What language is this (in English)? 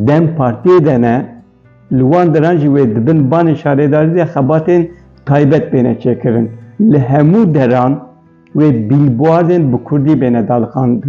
Kurdish